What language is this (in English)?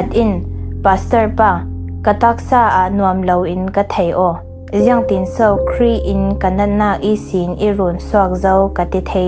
Falam Chin